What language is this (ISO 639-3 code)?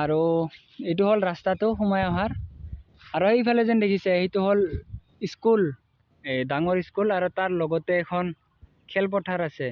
asm